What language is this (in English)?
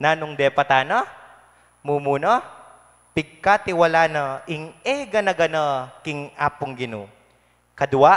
Pampanga